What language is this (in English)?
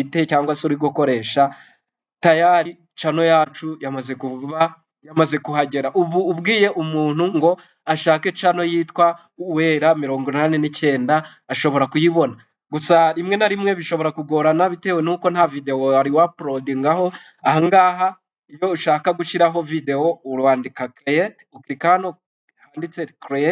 Kinyarwanda